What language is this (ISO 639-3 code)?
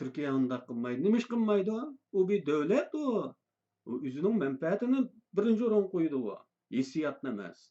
uig